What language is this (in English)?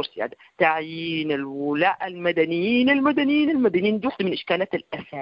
Sudanese Arabic